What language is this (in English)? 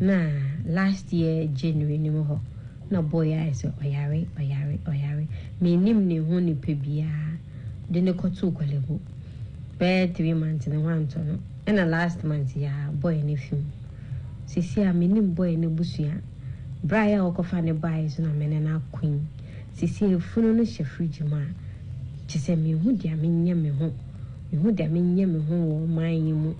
Akan